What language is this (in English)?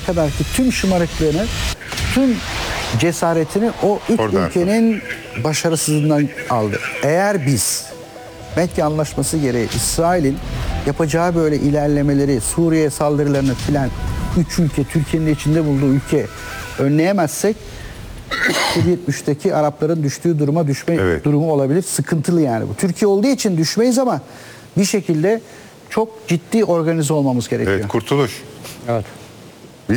Turkish